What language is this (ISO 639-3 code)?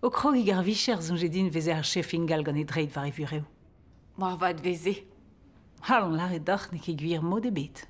bre